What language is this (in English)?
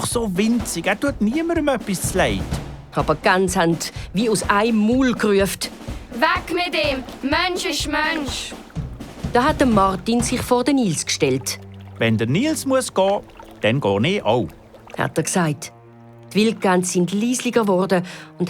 Swiss German